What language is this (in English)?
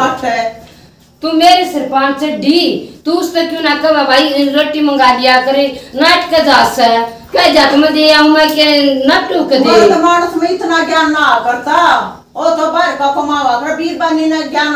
Haryanvi